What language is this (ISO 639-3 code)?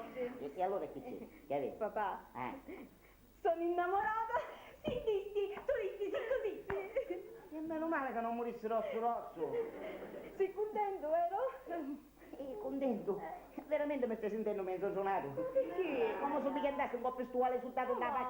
scn